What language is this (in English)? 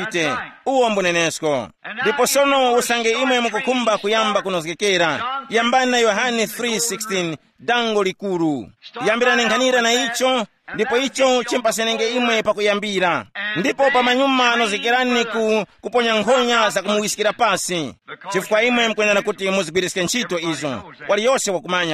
Tumbuka